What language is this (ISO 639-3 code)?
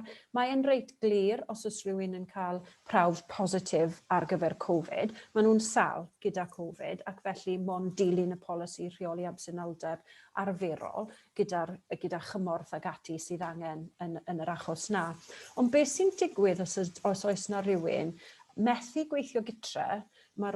cym